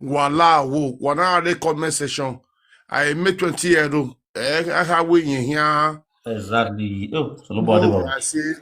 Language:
Nigerian Pidgin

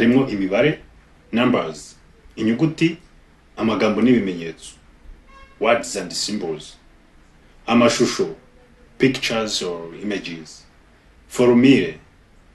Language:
Kinyarwanda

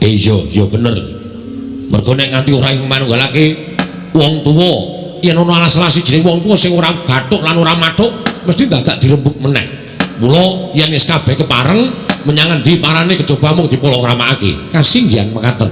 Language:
Javanese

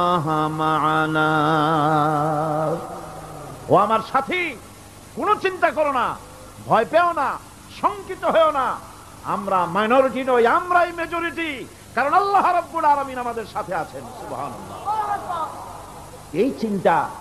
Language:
Bangla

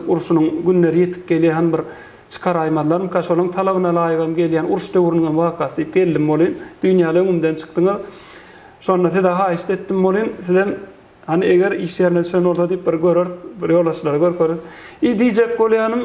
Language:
Turkmen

